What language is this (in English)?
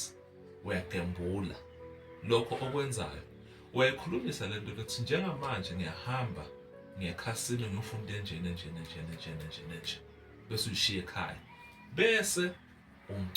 Zulu